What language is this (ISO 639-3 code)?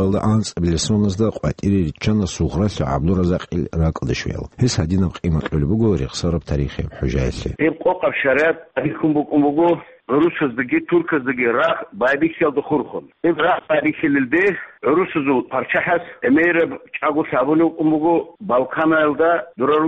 ava